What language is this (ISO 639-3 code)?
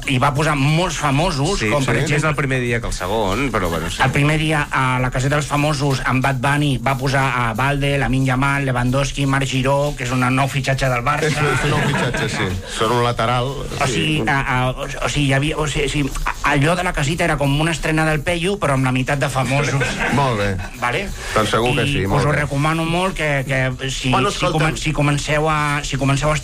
cat